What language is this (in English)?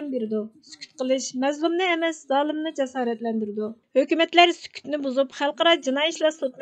Uyghur